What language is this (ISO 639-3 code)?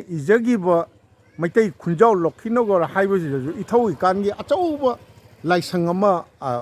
mni